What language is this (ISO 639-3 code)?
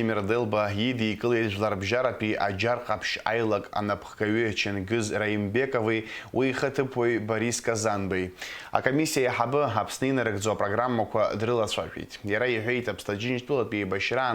abk